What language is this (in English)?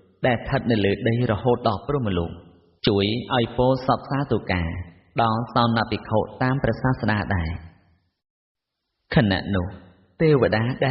Khmer